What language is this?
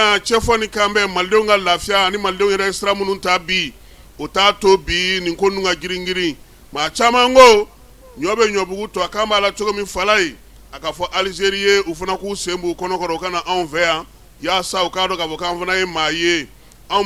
Bambara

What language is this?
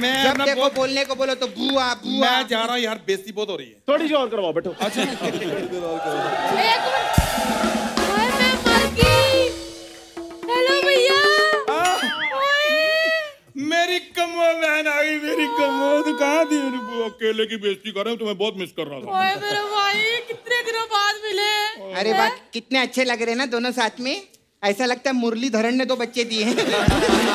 Hindi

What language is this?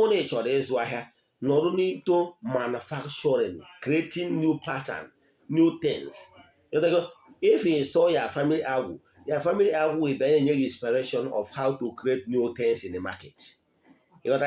Igbo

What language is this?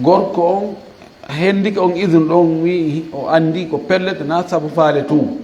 Fula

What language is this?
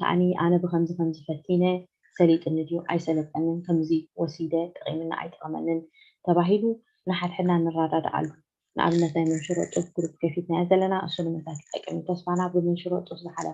Tigrinya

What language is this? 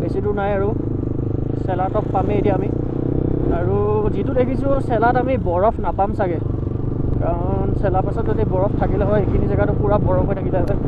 Assamese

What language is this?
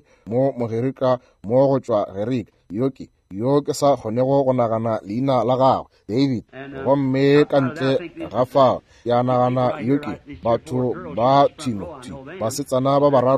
Northern Sotho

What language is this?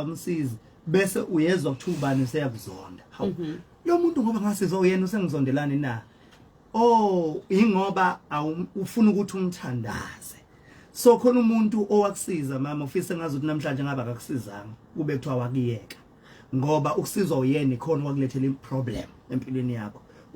Zulu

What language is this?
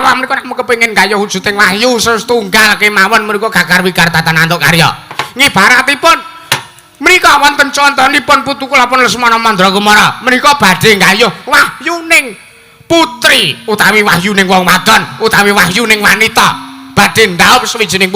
Javanese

